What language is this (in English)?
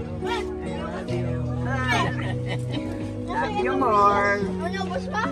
Filipino